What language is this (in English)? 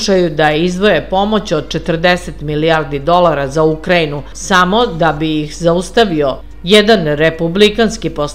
Serbian